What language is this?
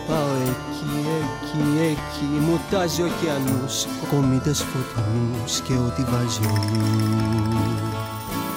Greek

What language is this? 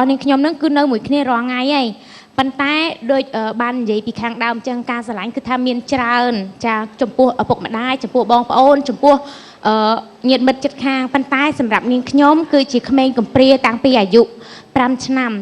Khmer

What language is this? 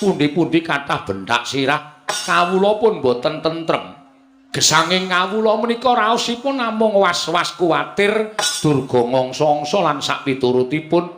Javanese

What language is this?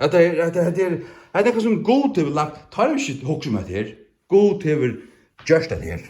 Faroese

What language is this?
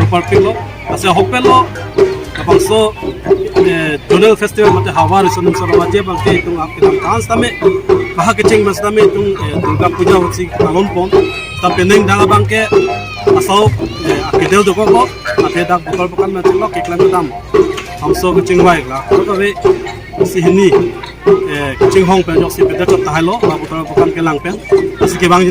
Karbi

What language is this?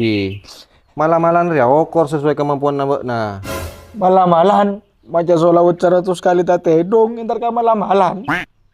Madurese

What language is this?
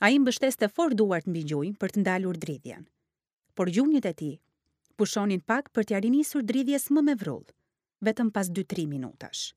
Albanian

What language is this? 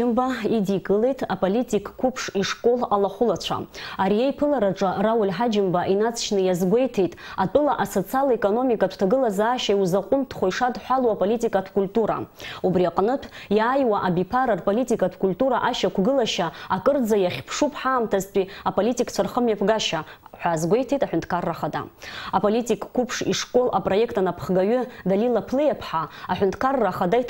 Abkhazian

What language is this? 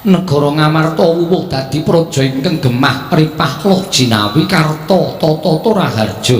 Javanese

